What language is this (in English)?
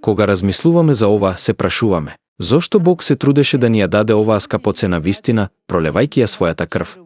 Macedonian